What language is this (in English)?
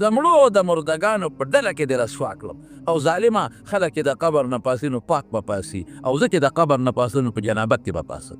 Pashto